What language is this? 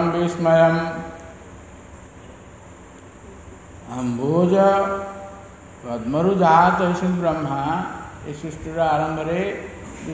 Odia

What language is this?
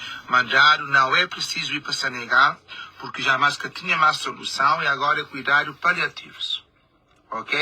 Kabuverdianu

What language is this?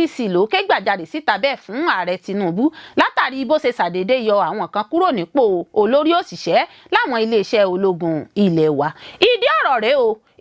Yoruba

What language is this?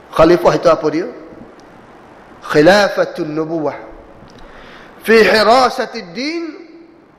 Malay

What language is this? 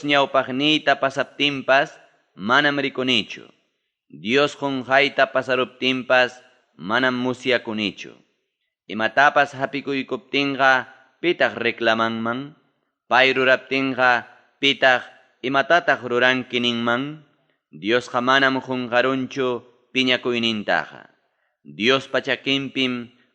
Ayacucho Quechua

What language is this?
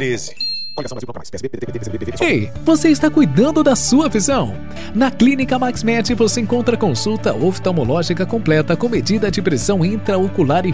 Portuguese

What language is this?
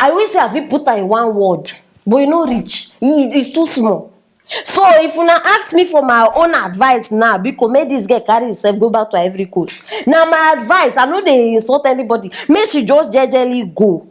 Nigerian Pidgin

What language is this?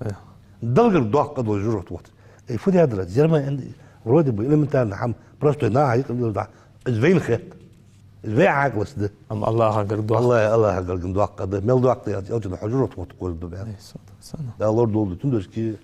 Ingush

